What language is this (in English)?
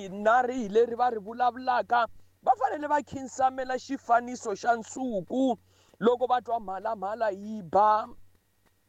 Tsonga